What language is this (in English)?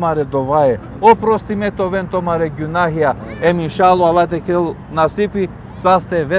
Balkan Romani